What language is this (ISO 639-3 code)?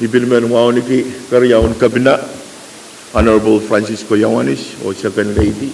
pon